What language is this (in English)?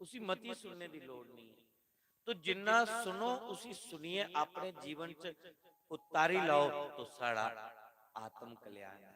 Dogri